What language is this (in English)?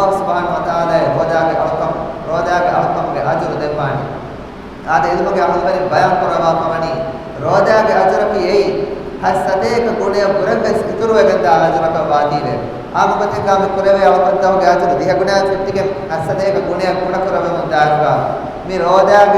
Divehi